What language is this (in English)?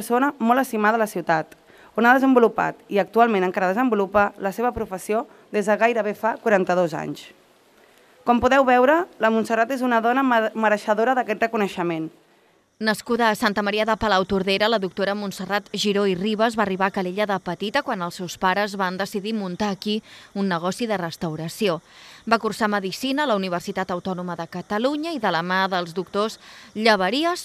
Catalan